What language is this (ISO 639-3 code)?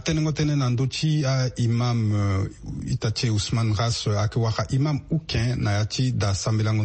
sag